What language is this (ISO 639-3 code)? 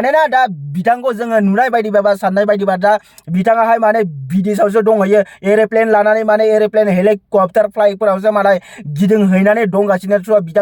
brx